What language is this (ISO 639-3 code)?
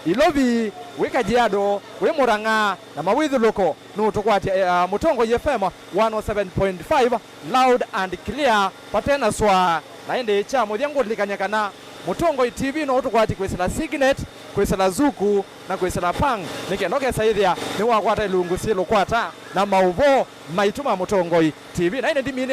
kam